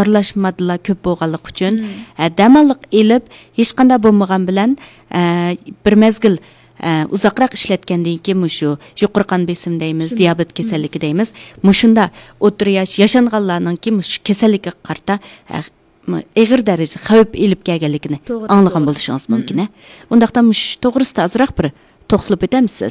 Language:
Uyghur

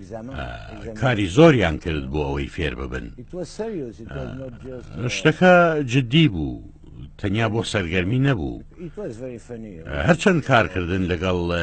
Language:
Central Kurdish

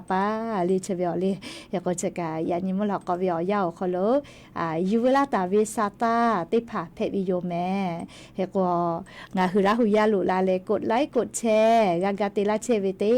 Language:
Lahu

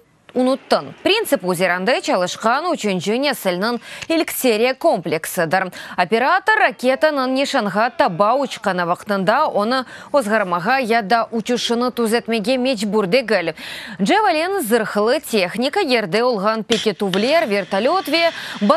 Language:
Crimean Tatar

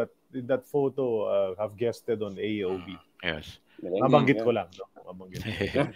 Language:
Filipino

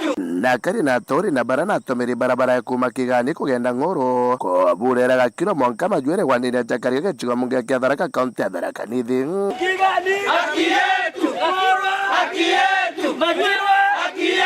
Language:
Meru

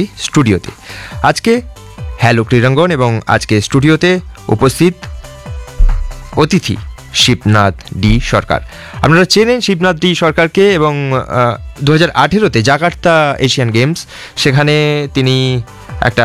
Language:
Bangla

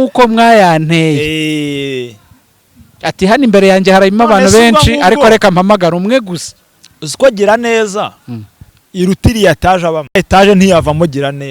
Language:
Kinyarwanda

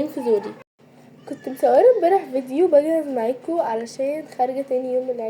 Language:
Egyptian Arabic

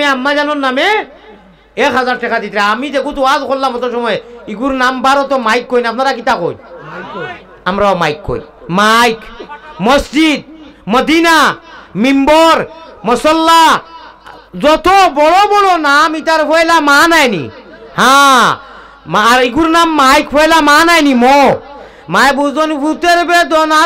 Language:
Sylheti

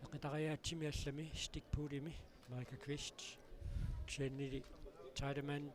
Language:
Kalaallisut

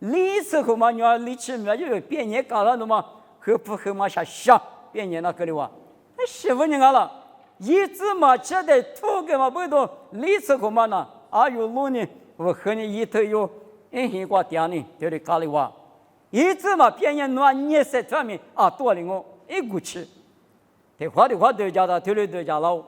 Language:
Lisu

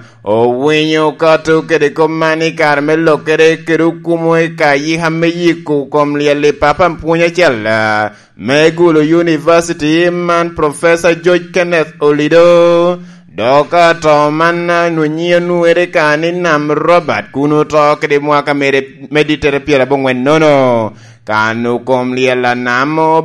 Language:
Lango (Uganda)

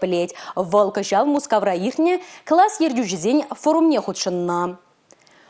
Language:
Chuvash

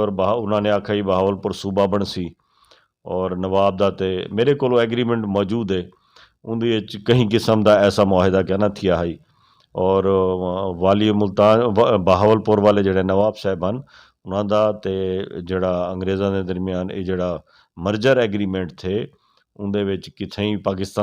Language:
Saraiki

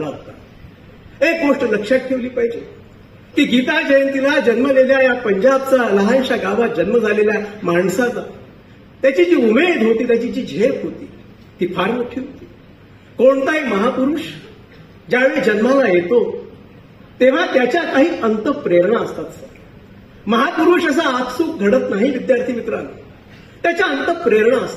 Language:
Marathi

